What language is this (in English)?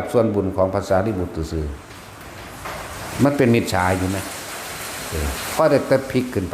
Northeastern Thai